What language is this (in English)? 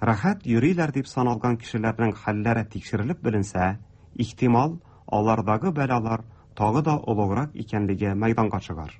Tatar